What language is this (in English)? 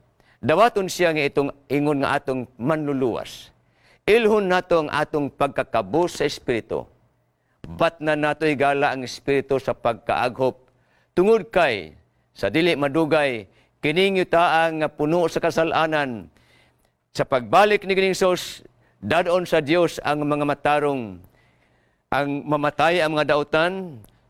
Cebuano